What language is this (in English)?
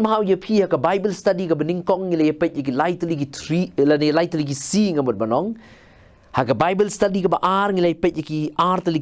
Khasi